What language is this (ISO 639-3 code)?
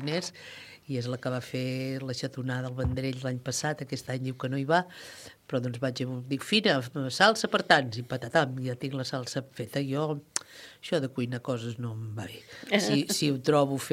cat